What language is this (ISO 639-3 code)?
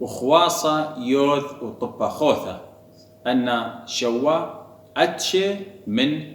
aii